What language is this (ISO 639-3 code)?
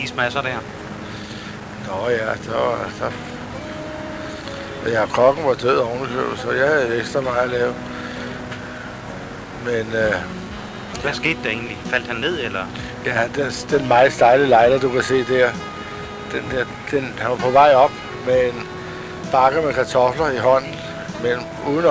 dan